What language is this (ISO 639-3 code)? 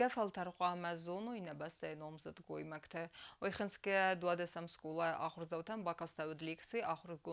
oss